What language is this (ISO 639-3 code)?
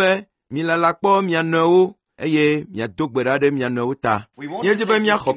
ewe